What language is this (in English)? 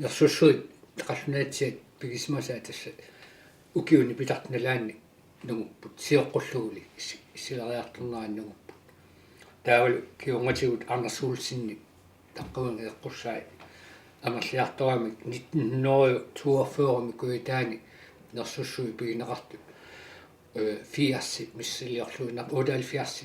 Kalaallisut